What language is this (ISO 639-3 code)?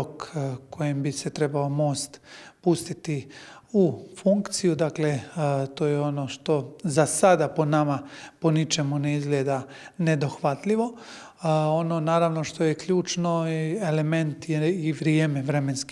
hrv